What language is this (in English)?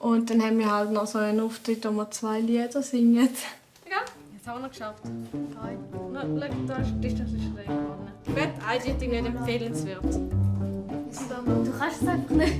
Swiss German